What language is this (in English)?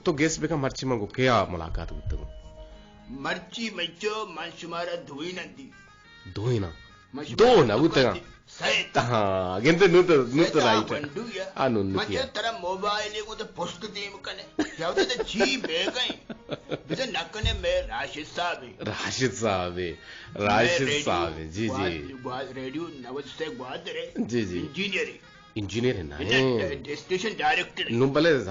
Eastern Balochi